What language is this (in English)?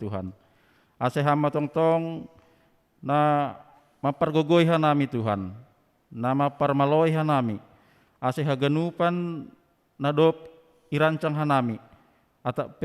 Batak Simalungun